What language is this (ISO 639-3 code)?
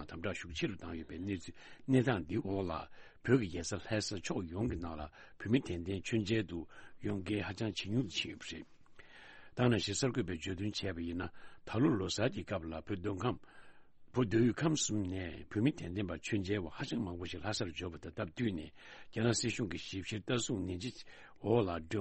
bod